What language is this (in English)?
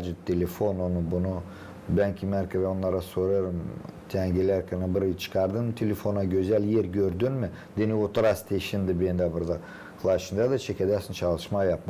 Gagauz